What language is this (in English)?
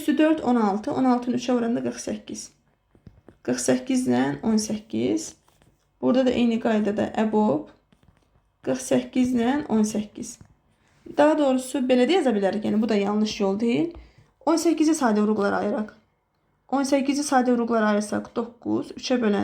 Azerbaijani